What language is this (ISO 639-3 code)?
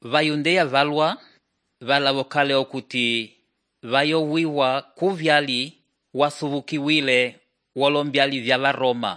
umb